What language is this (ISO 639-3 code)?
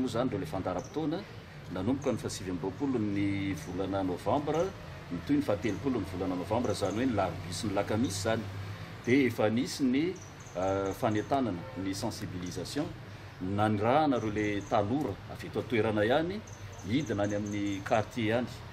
mlg